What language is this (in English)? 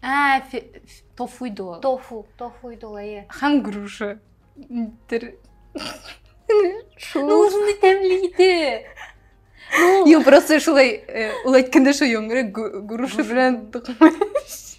Tatar